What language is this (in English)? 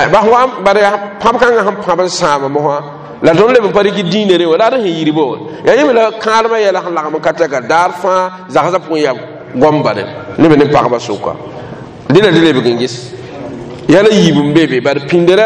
Mossi